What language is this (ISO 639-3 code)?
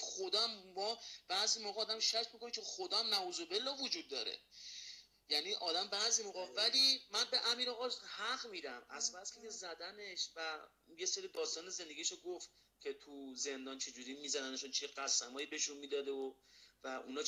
fas